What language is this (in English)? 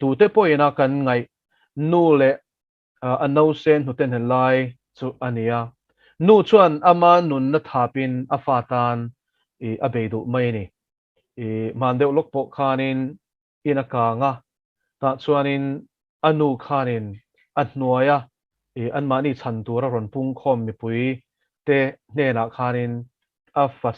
Mizo